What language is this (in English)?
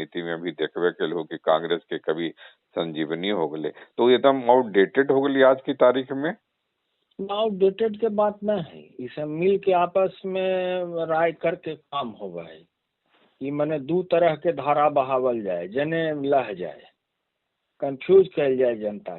Magahi